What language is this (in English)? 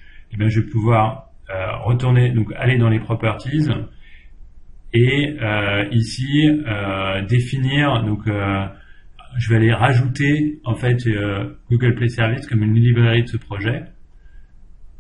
French